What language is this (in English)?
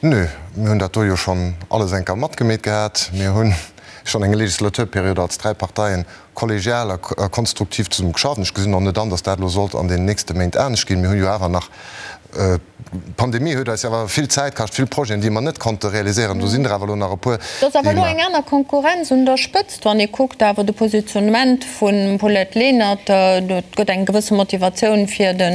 Luxembourgish